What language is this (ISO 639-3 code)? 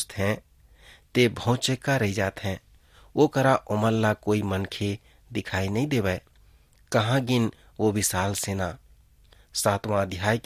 hne